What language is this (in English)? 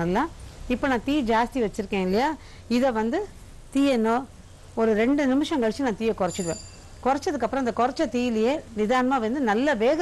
Tamil